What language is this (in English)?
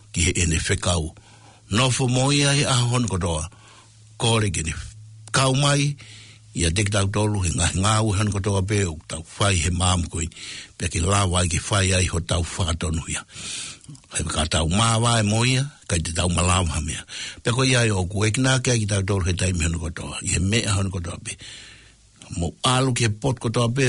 Tongan